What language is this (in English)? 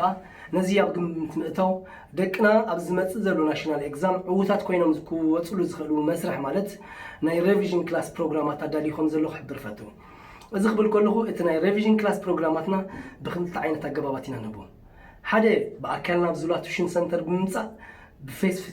Tigrinya